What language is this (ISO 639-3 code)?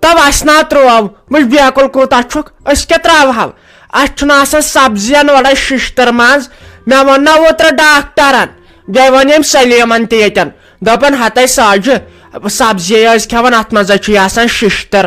kas